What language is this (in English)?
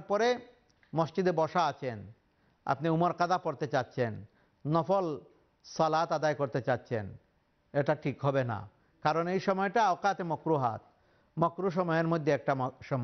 Bangla